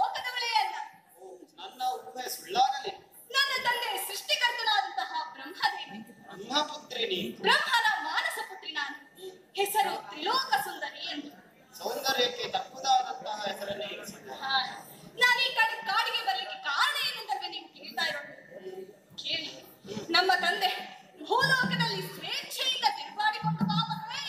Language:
Kannada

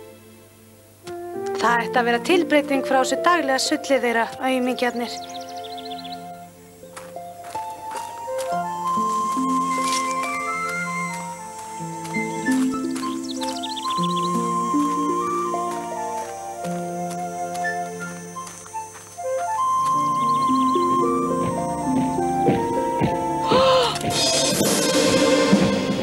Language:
Icelandic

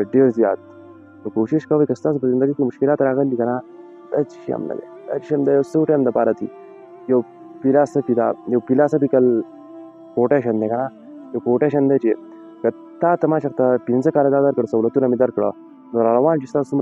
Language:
Pashto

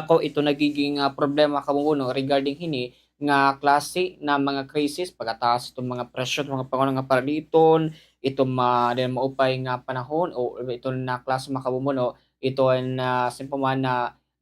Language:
Waray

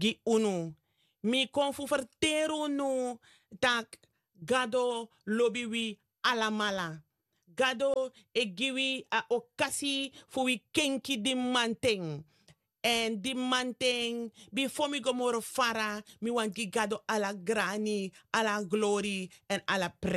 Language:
Sranan Tongo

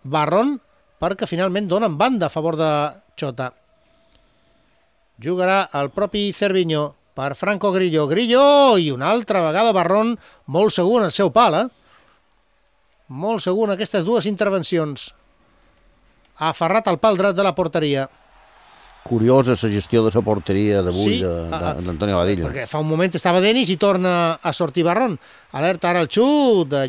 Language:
Catalan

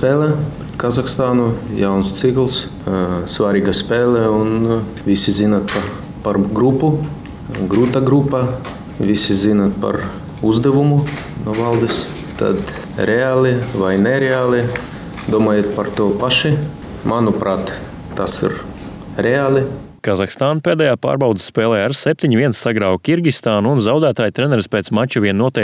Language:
Latvian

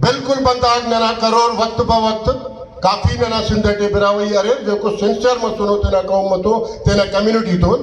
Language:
Brahui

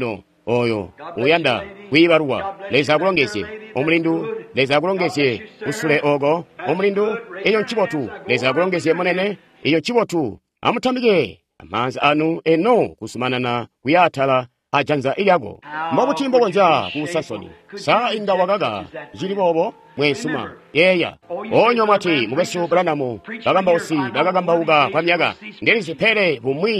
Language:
Tonga (Zambia)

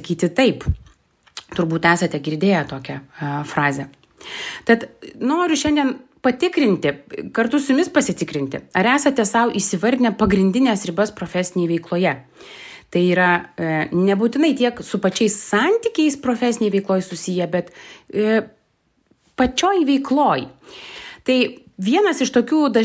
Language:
Lithuanian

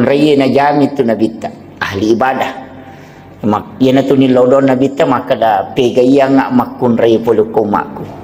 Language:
Buginese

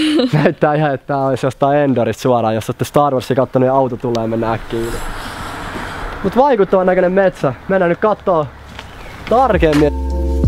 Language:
Finnish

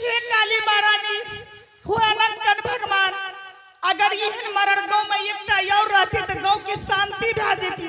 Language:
Angika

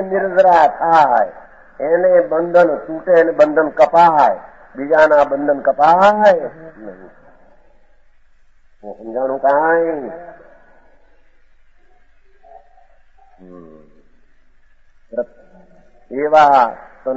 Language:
Gujarati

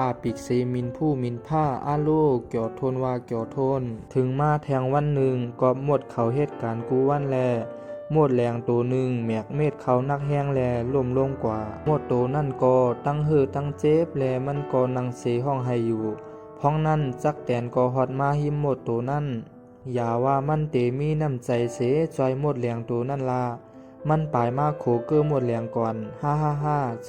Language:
Shan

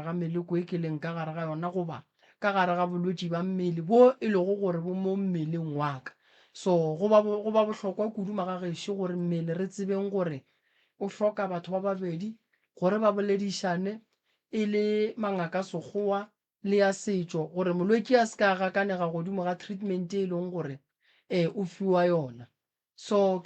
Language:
Northern Sotho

